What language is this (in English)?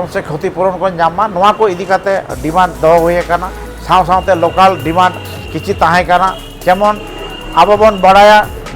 Santali